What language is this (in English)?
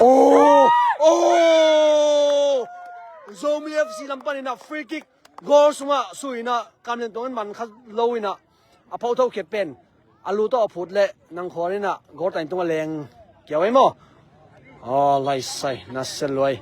Tedim Chin